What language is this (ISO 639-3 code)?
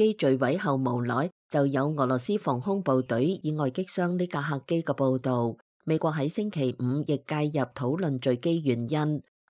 yue